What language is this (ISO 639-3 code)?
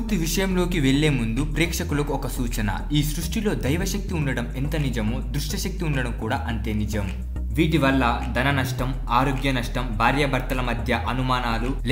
tel